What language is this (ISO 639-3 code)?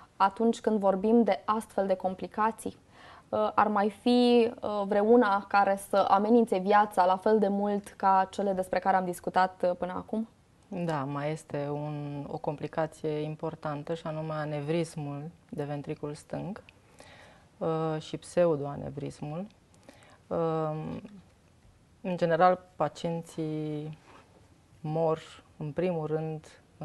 ron